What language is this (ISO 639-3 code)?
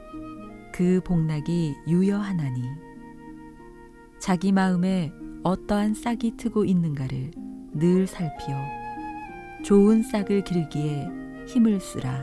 kor